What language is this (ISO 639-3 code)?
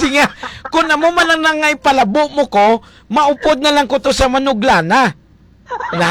hil